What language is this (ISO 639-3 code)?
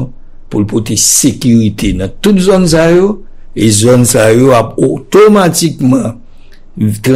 hat